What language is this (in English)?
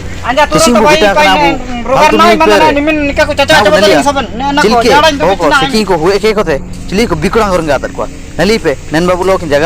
Ho